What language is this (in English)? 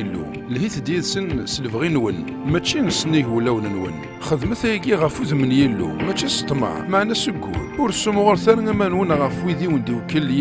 Kabyle